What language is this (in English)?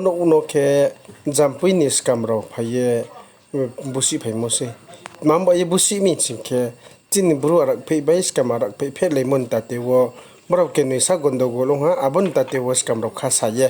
Riang (India)